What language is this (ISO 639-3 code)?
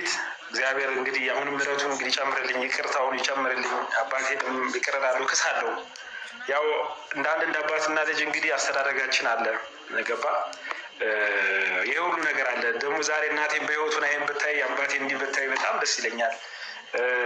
amh